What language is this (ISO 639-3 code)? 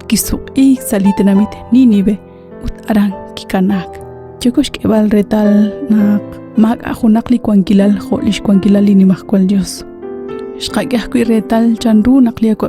kek